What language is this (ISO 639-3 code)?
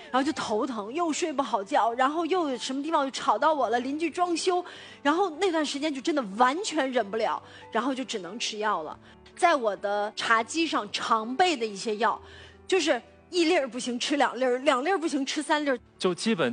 zho